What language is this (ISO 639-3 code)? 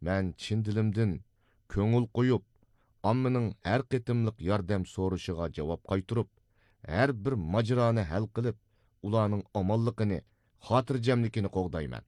uig